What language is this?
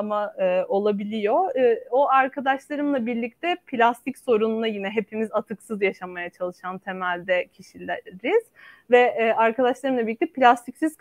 Turkish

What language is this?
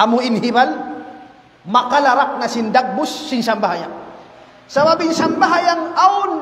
Tausug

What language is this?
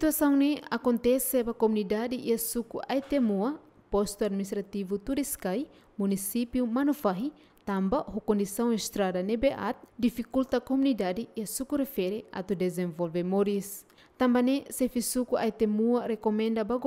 Tetum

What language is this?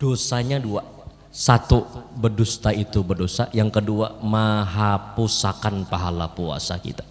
Banjar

